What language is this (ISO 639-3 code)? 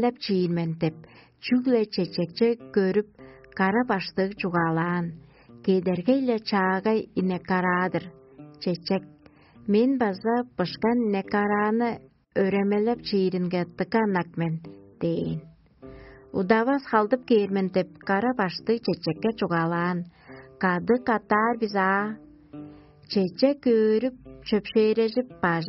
tyv